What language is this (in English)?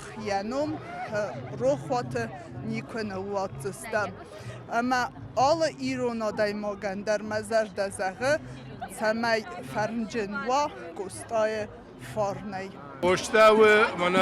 Ossetic